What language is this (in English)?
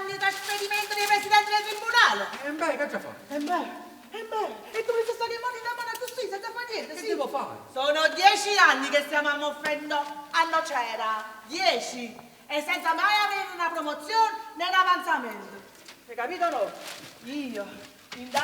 Neapolitan